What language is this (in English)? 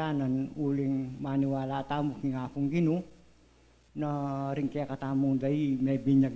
Pampanga